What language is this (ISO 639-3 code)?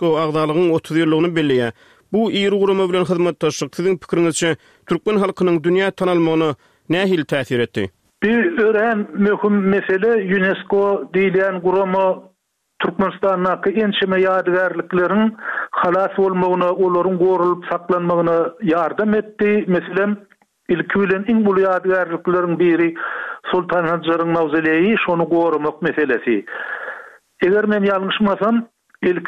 tuk